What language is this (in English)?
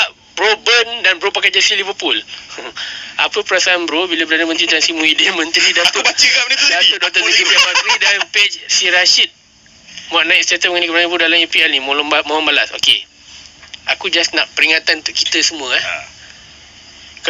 Malay